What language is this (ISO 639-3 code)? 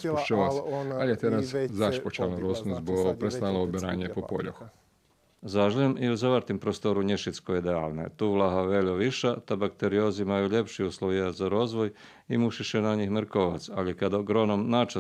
rue